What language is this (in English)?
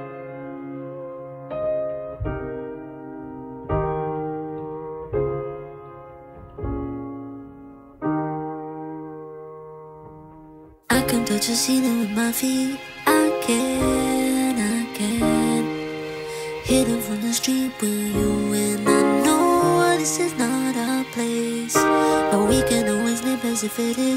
English